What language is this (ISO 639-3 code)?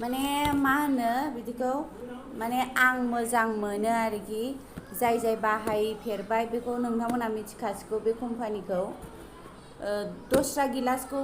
brx